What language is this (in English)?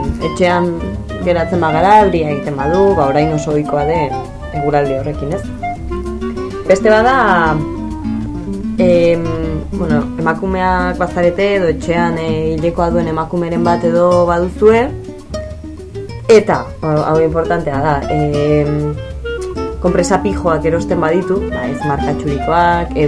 Basque